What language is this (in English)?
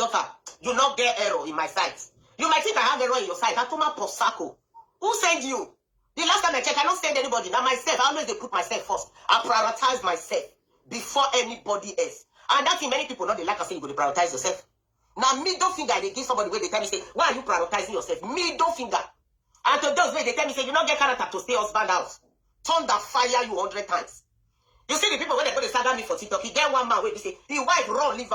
Nigerian Pidgin